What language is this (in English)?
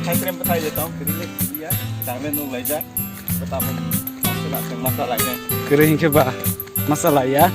Kok Borok